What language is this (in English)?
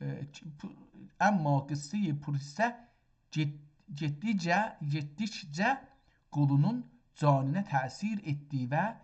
South Azerbaijani